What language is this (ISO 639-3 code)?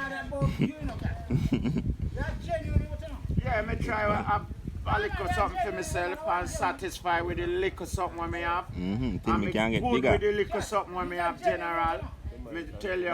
jam